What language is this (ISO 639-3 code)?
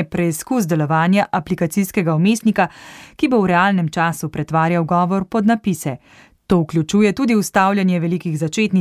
slv